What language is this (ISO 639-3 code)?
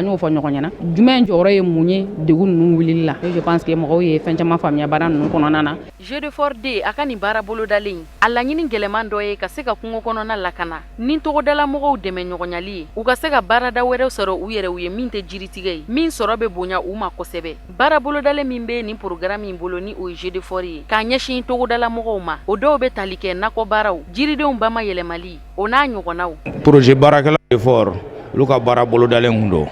bam